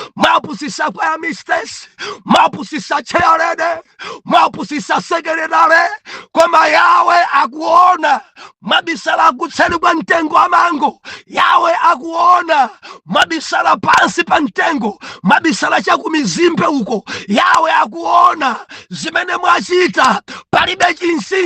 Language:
Nyanja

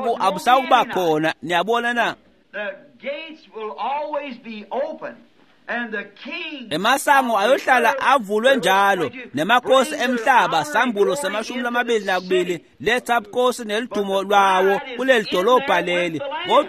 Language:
Swati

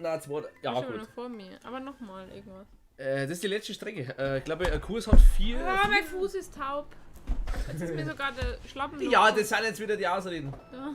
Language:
Bavarian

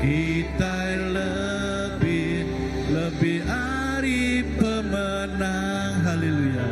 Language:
Iban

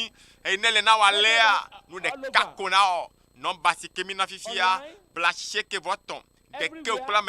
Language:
Ewe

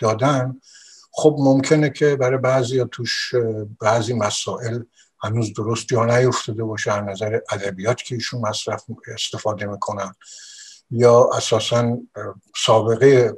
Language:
Persian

